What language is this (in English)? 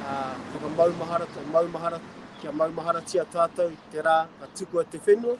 Māori